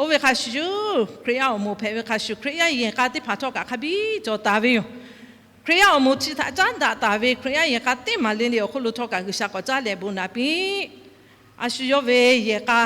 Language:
Lahu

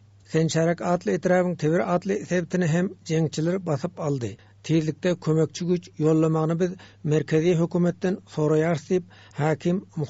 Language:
Turkmen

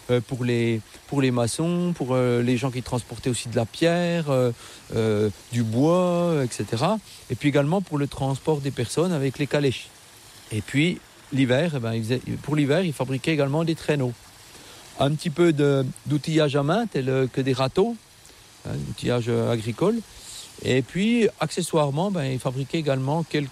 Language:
French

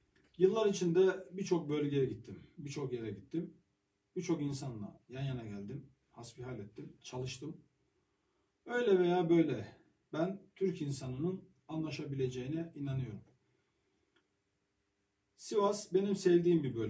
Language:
Turkish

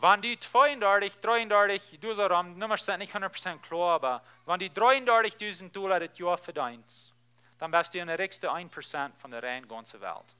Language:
Plautdietsch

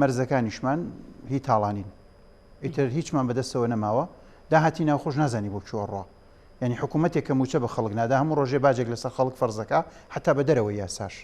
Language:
Central Kurdish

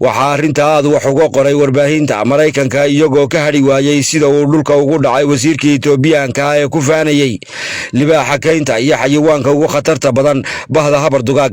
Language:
Somali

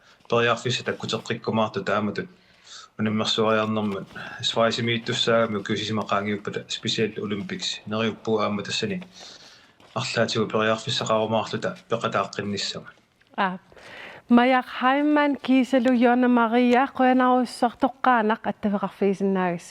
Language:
Kalaallisut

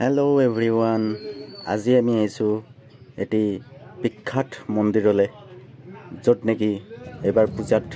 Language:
Assamese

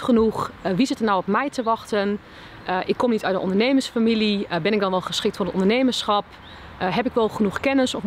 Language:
Dutch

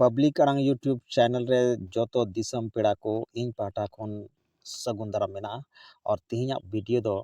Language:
Santali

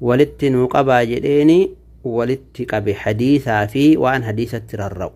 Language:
Oromo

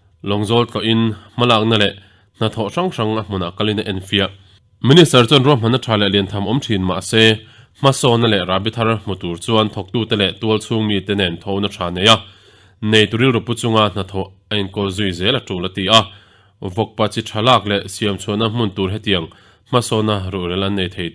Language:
Mizo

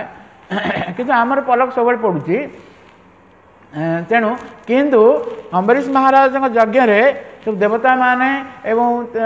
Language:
Odia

